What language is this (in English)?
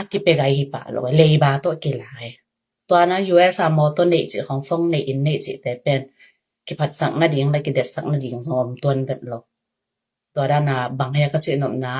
Tedim Chin